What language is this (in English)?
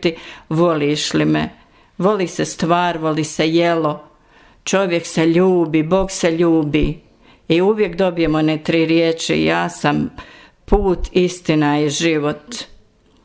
Bosnian